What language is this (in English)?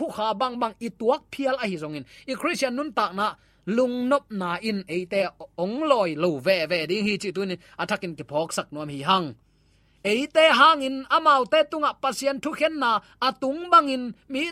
Tedim Chin